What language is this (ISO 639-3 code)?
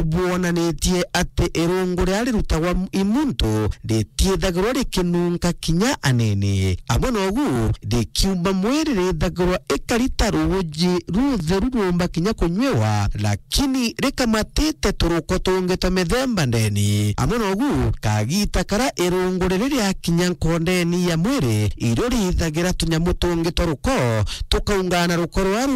mer